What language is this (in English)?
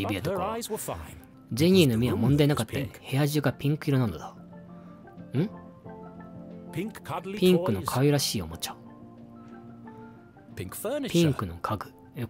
Japanese